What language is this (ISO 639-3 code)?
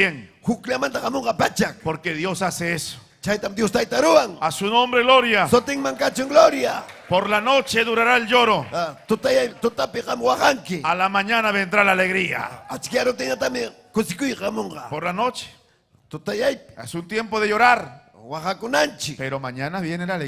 quy